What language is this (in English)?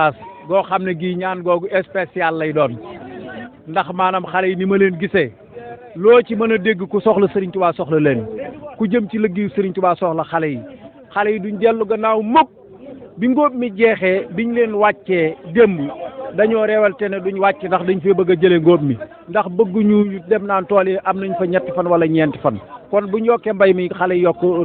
Wolof